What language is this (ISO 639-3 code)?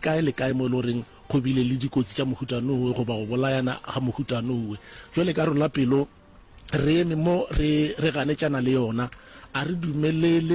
nso